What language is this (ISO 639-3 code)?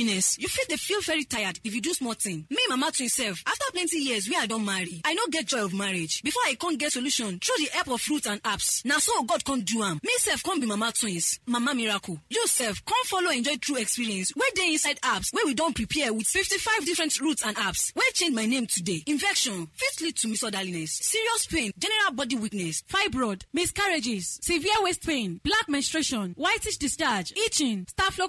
pcm